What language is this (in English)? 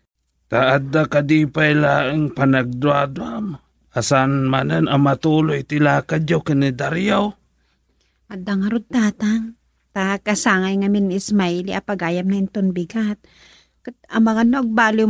Iloko